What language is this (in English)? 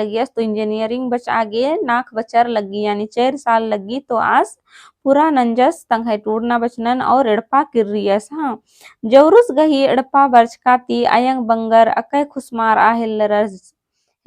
Kurukh